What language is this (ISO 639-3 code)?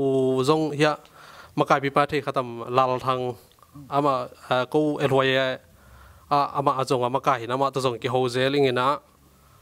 ctd